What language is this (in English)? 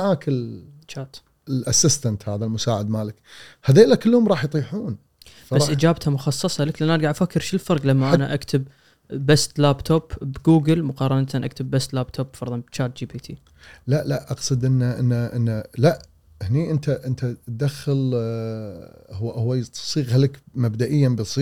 Gulf Arabic